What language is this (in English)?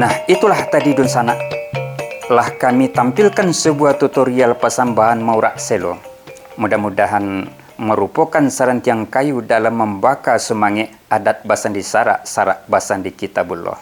Minangkabau